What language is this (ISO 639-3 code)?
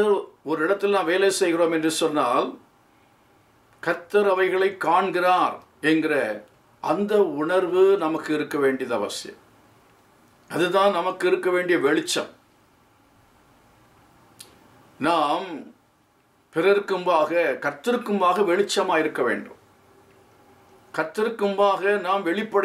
tam